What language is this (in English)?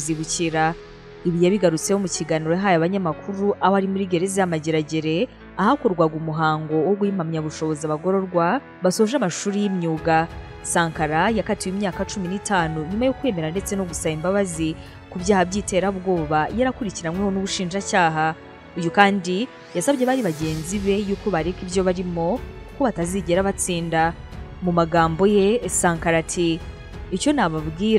Kinyarwanda